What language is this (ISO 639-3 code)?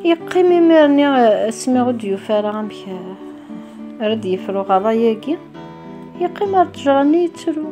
kab